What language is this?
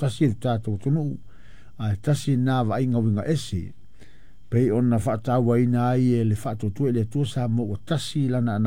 Samoan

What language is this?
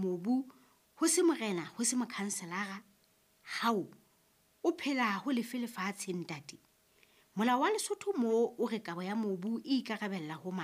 Southern Sotho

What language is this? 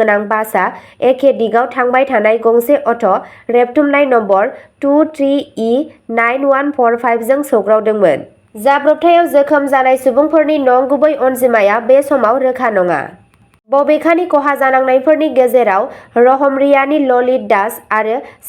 Bodo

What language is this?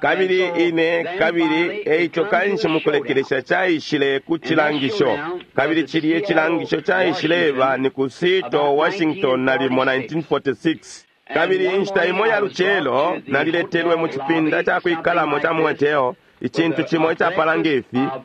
Bemba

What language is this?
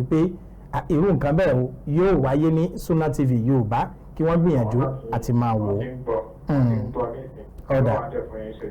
Yoruba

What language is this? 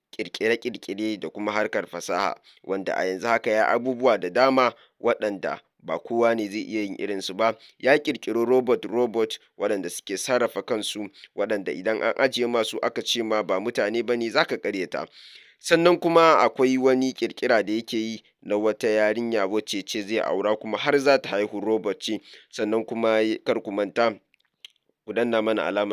Hausa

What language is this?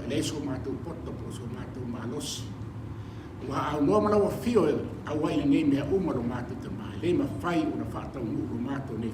Samoan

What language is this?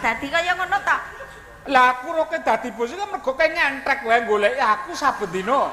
Javanese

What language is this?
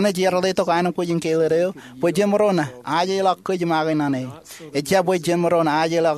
Marshallese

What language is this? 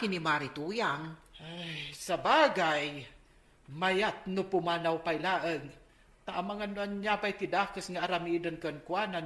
Iloko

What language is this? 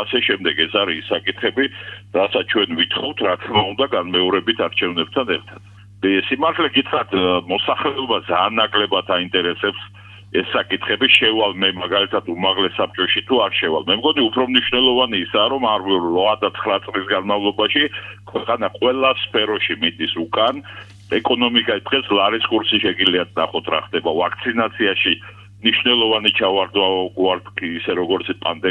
Georgian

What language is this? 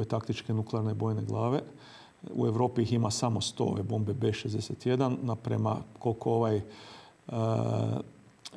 Croatian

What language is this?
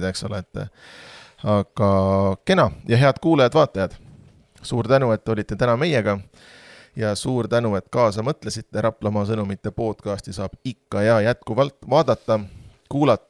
Estonian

